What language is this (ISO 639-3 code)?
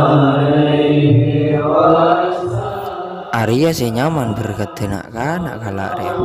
mad